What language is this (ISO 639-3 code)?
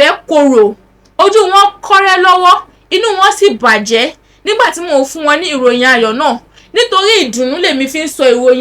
yor